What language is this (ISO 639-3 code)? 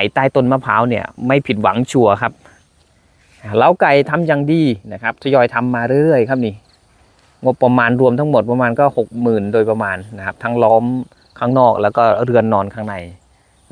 tha